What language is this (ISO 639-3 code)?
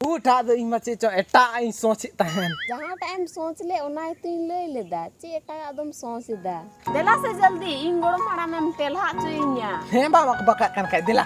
sat